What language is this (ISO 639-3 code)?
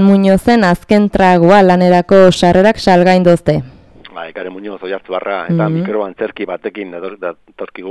eus